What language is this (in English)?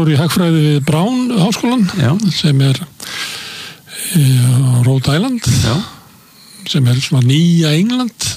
Icelandic